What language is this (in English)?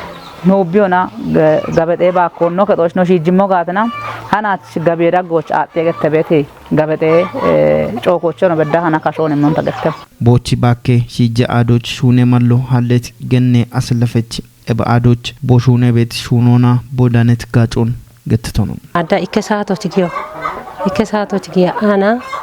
Kafa